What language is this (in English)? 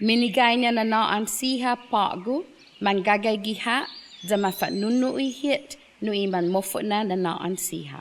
Chamorro